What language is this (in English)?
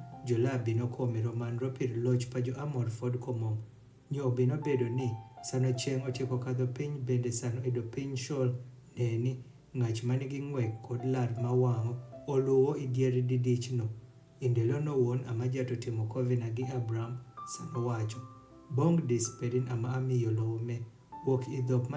Adhola